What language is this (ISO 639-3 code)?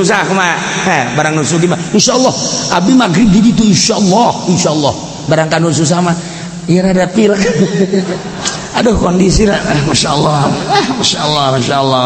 sun